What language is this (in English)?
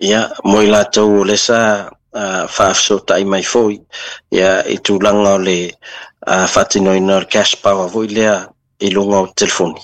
Samoan